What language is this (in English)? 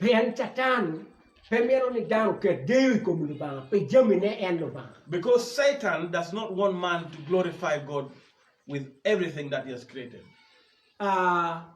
Acoli